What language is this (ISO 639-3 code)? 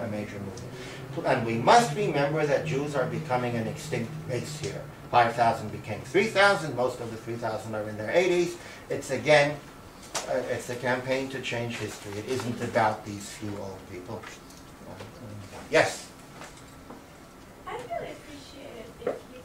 eng